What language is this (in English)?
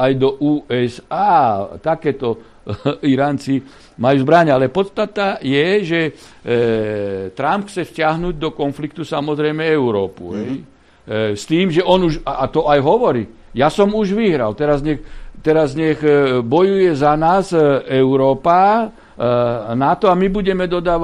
Slovak